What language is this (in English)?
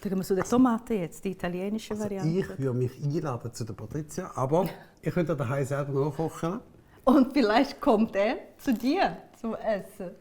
Swiss German